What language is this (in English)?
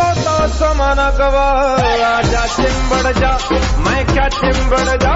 Punjabi